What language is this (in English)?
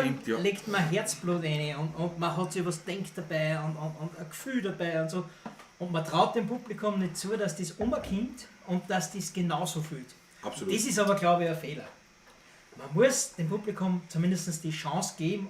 Bavarian